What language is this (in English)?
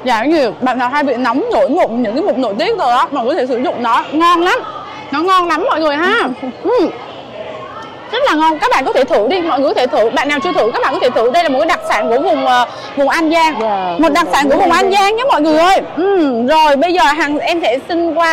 Vietnamese